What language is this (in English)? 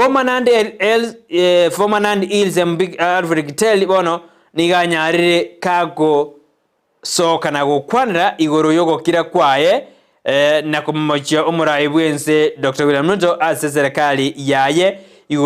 Gusii